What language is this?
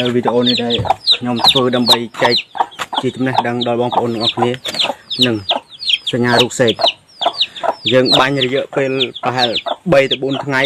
Khmer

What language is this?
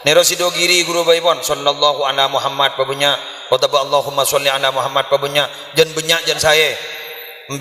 Madurese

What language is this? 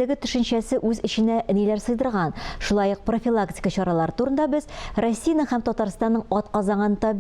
Tatar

